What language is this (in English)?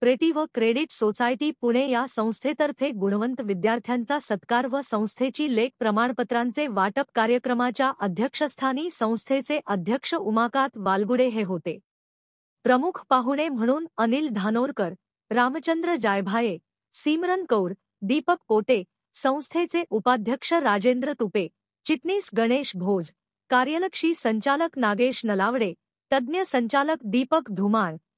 Marathi